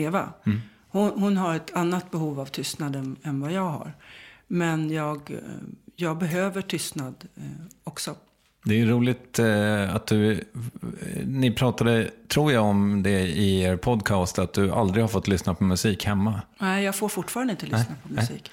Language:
Swedish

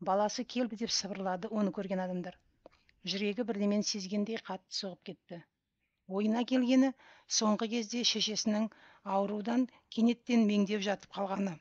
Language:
Kazakh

